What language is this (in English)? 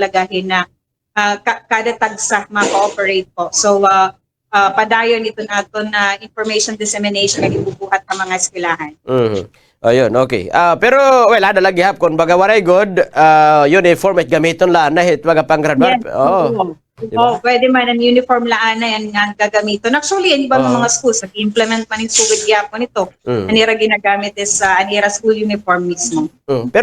Waray